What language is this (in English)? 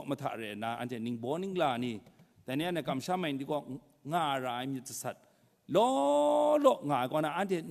Kachin